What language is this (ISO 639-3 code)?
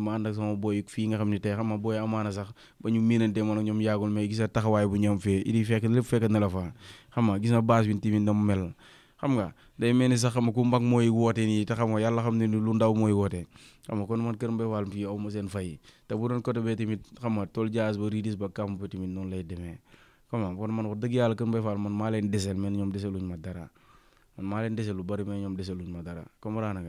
wol